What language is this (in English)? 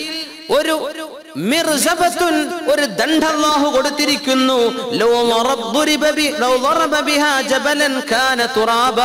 Malayalam